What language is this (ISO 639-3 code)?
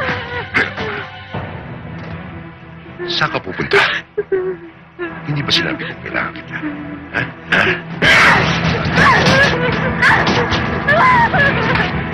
fil